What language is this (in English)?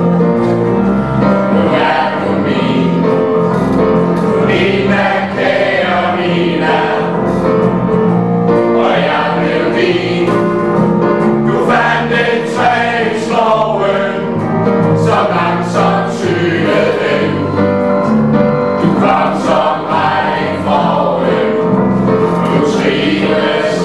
Danish